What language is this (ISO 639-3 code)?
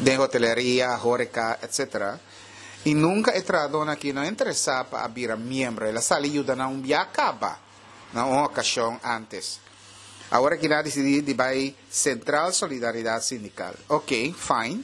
pap